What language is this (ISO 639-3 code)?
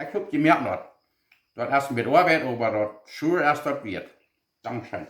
pdt